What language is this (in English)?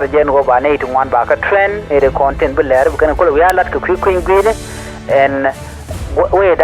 Nuer